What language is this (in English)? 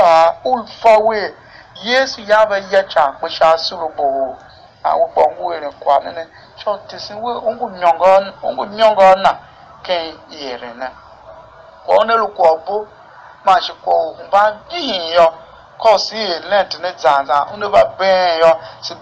Tiv